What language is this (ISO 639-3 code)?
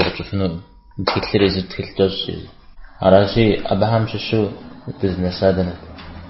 kbd